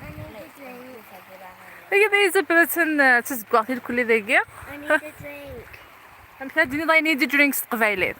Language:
Kabyle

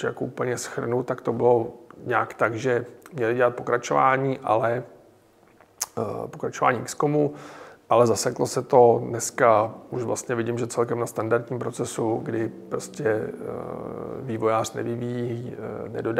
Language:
Czech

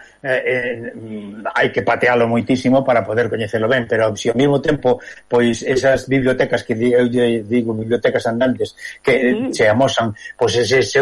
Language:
Galician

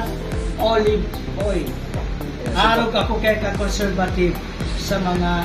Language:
Bikol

